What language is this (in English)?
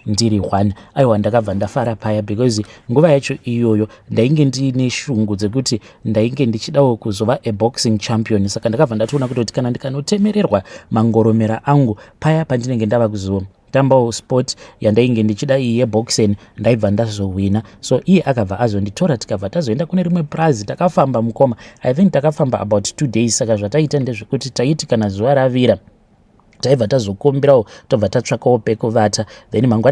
Shona